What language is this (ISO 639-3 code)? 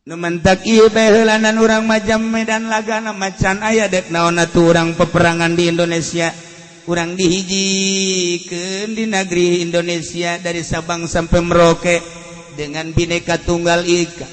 sun